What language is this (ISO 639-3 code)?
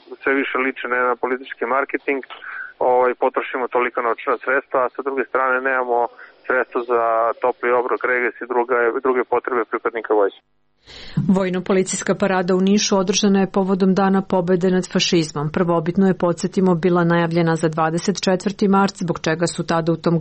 srp